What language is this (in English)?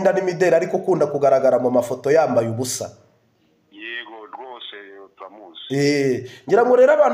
Kinyarwanda